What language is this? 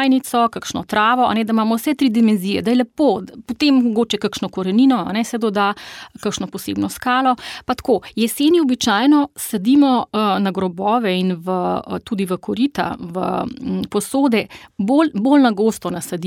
Slovenian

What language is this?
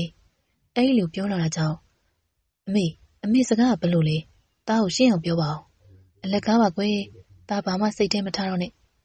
Burmese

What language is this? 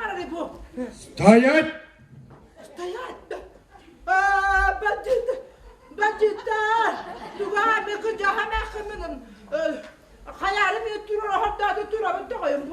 Yakut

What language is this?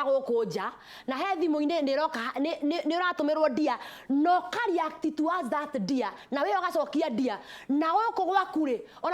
Kikuyu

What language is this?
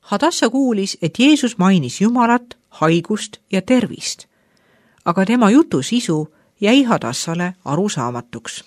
Estonian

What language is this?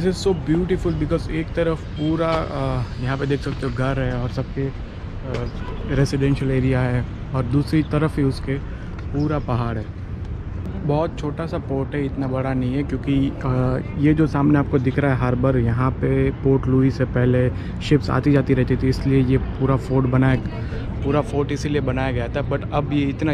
Hindi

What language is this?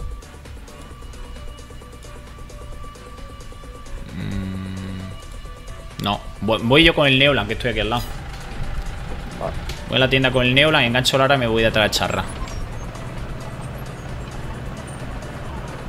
Spanish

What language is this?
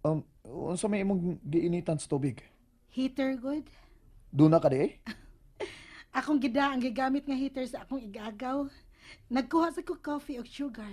Cebuano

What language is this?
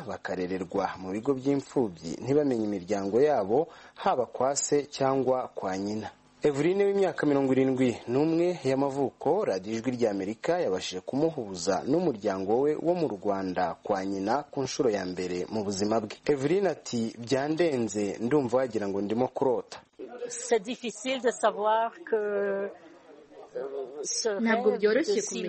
Kinyarwanda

